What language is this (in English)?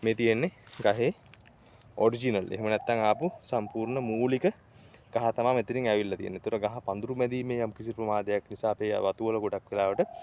Sinhala